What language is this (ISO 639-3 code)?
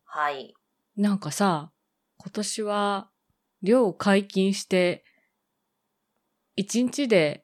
jpn